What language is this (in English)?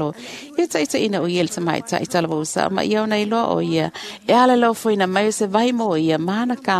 Samoan